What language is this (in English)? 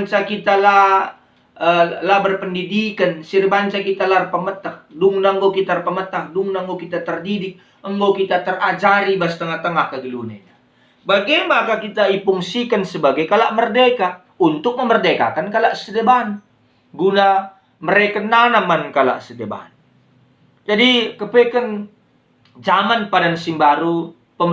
Batak Karo